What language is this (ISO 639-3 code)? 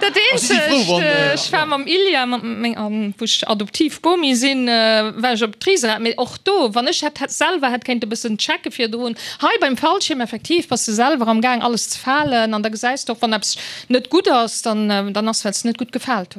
ltz